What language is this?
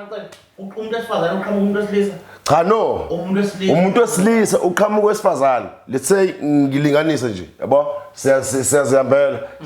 Zulu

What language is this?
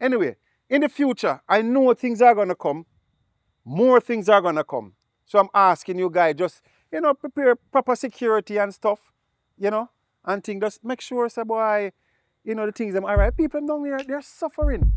Jamaican Creole English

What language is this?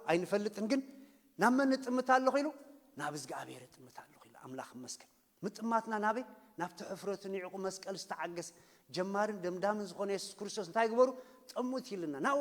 Tigrinya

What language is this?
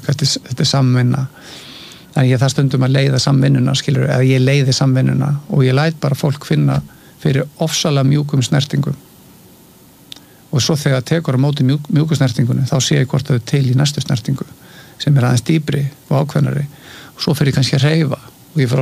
Icelandic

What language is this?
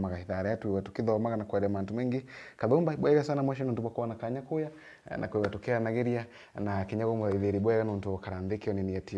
Meru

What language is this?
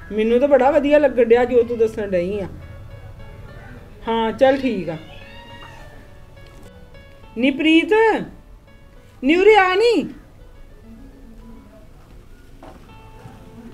Punjabi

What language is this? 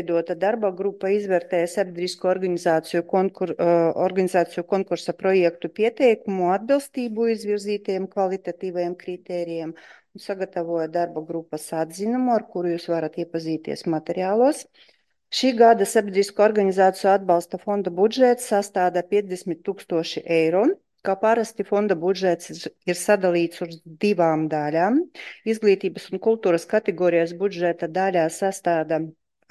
Latvian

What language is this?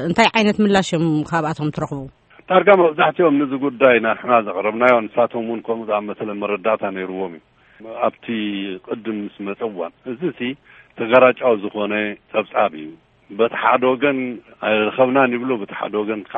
Tigrinya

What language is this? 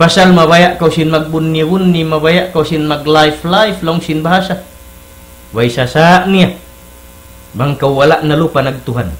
Tausug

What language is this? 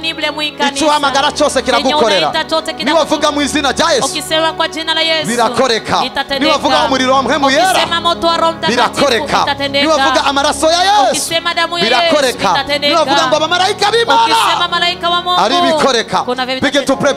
Kinyarwanda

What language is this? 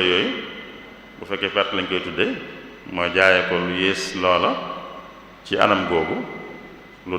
Wolof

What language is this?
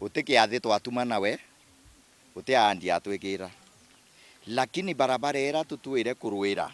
Meru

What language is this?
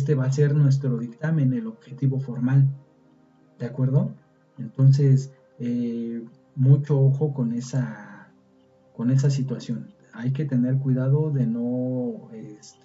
Spanish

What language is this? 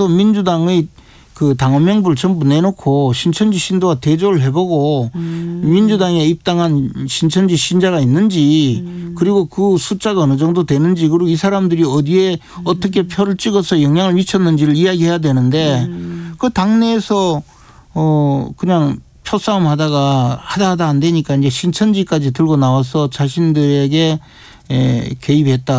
Korean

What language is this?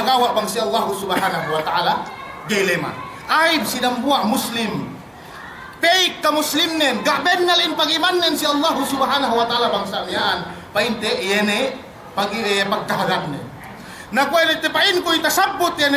Yakan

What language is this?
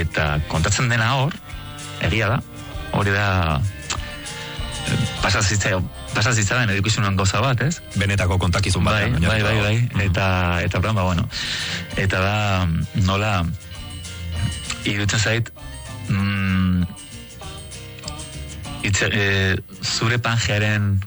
Basque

